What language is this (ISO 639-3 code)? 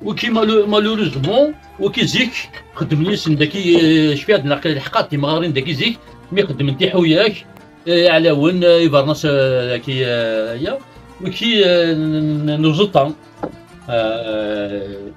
kab